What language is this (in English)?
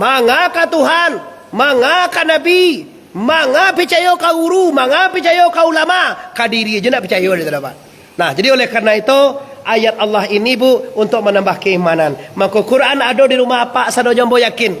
Minangkabau